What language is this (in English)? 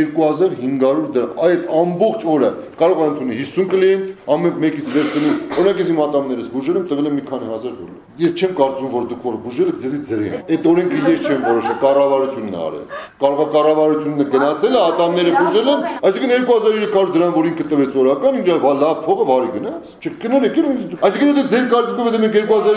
Armenian